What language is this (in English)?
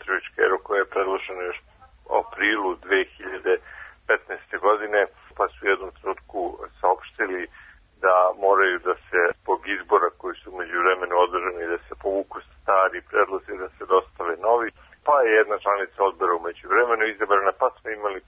Serbian